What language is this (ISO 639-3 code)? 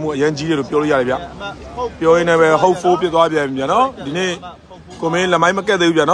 mya